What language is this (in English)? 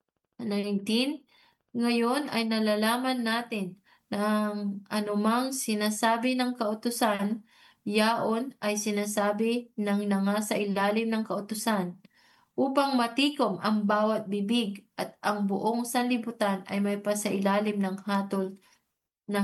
Filipino